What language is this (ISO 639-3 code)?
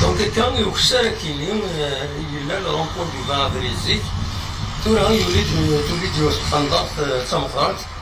kab